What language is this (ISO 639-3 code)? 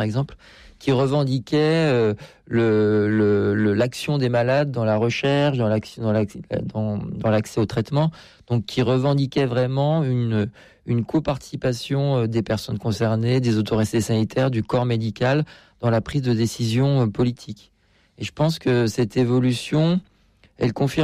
fra